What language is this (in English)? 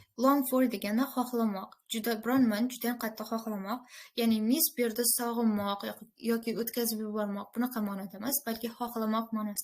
Uzbek